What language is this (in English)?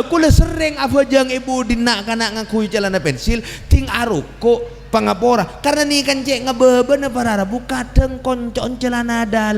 Madurese